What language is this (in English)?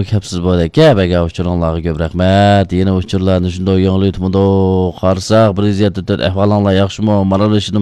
Uyghur